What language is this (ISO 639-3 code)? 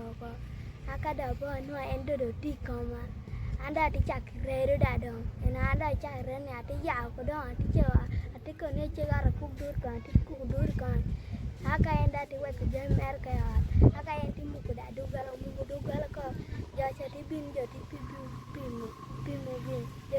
ach